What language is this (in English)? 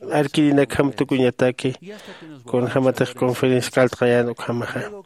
Aymara